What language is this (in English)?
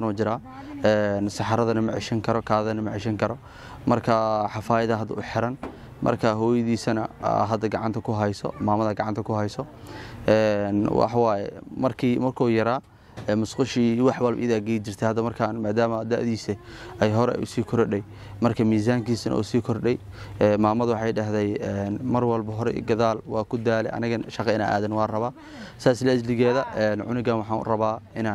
Somali